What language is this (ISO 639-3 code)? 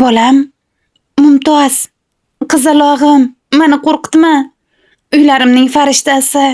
uzb